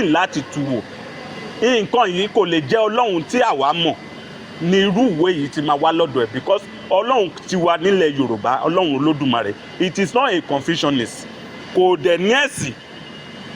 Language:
Yoruba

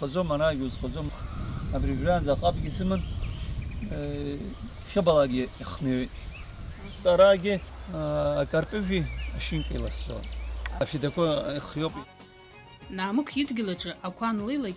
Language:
Abkhazian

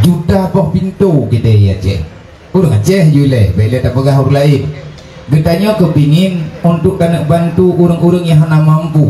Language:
Achinese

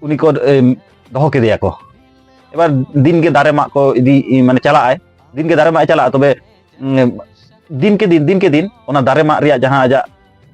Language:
Santali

